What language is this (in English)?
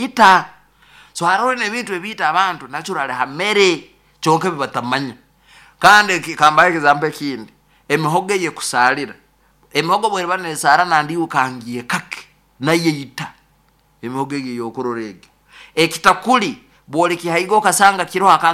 Nyoro